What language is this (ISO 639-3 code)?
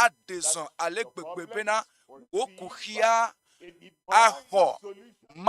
ewe